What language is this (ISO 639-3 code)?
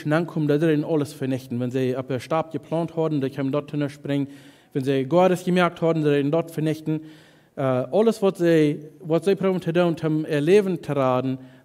pdt